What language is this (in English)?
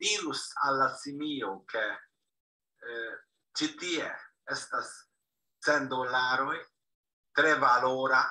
Esperanto